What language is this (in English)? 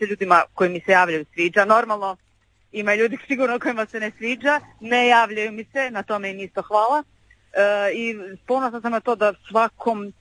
Croatian